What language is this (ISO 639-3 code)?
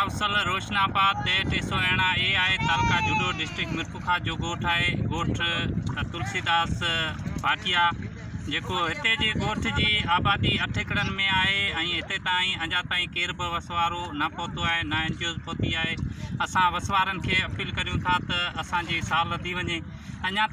snd